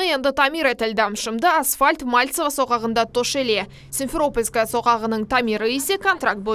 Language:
Crimean Tatar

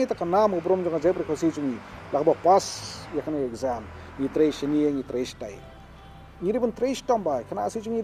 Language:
Khasi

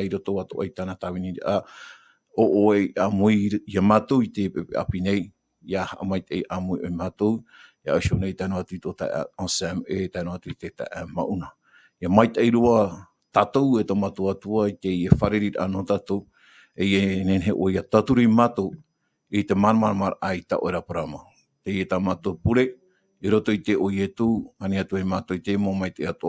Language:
Tahitian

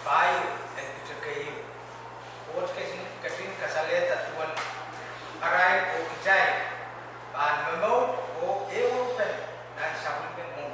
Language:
Pohnpeian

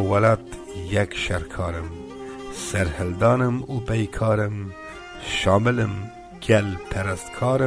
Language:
Kurdish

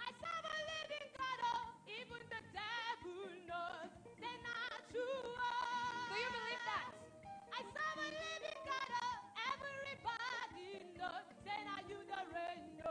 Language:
Ewe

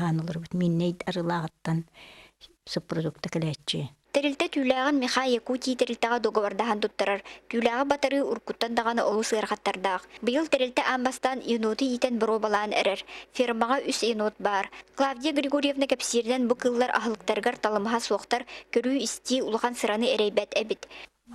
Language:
Yakut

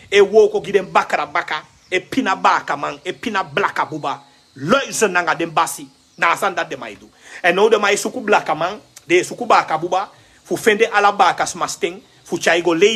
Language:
Sranan Tongo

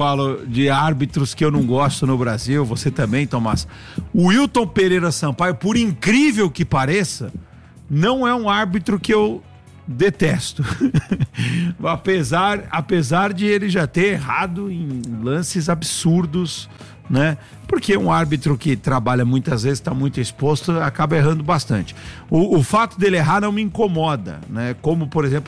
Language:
Portuguese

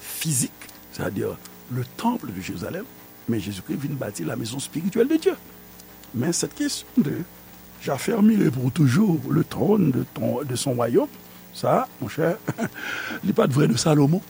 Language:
Haitian Creole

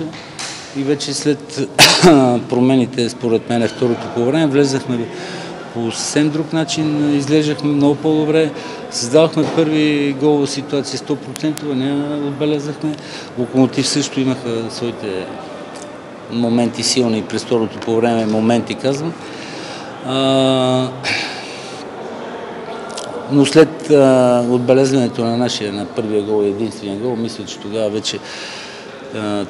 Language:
Bulgarian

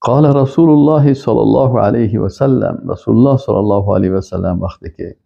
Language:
Persian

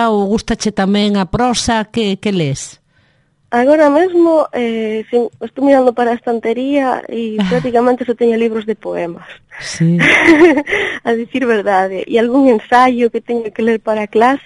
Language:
Galician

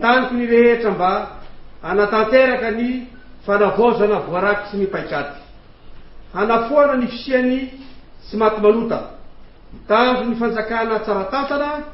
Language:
Malagasy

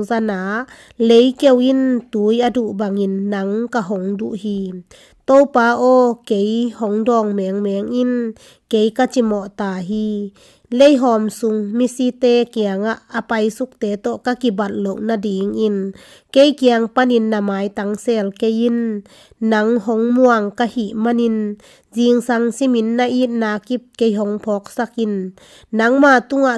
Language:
Tedim Chin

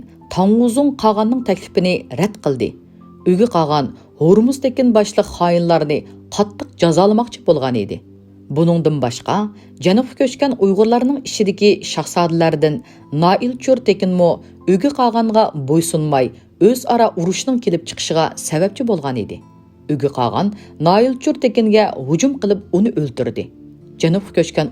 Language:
Uyghur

